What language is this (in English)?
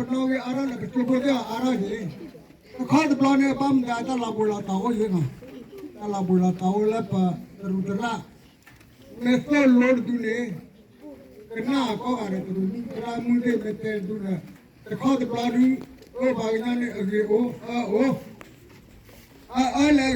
S'gaw Karen